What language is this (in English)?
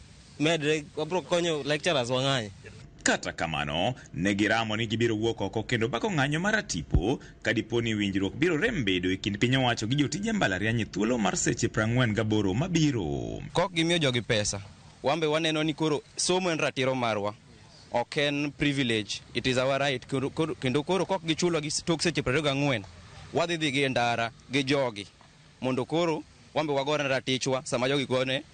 Luo (Kenya and Tanzania)